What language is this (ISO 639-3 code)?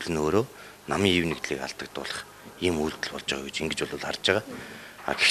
mon